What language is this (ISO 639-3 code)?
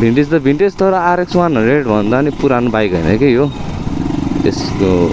nep